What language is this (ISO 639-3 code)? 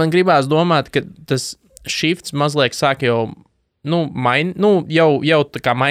lav